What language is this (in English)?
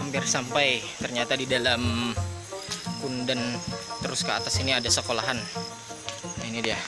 Banjar